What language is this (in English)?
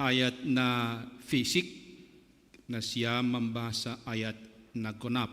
Batak Simalungun